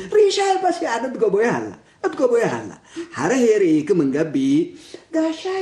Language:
Tigre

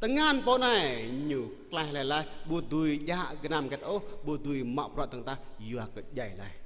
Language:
Jarai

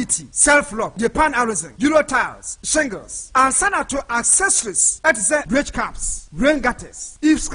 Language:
Akan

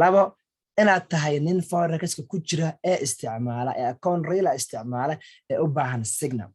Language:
Somali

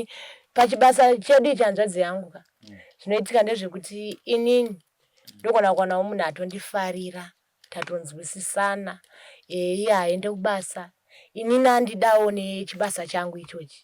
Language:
Shona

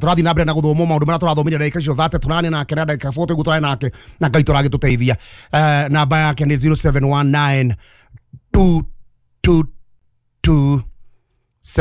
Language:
Kikuyu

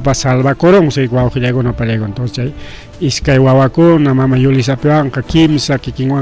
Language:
Ayacucho Quechua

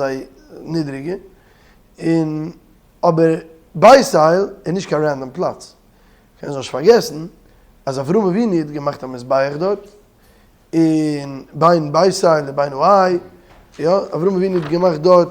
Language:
Yiddish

